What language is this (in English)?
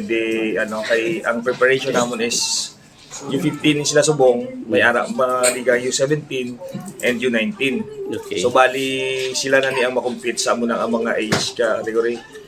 Hiligaynon